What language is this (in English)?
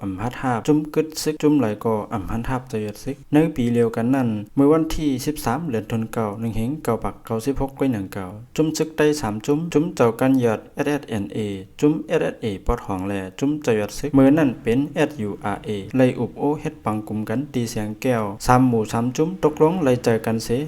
Shan